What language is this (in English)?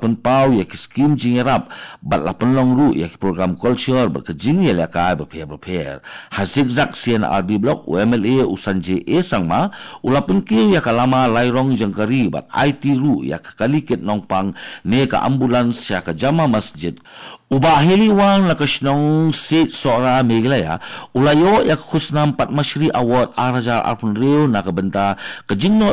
Khasi